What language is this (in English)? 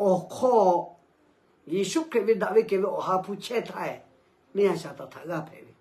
Lahu